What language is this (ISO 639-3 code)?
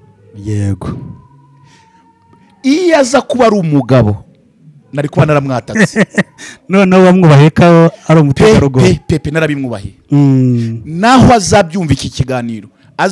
kin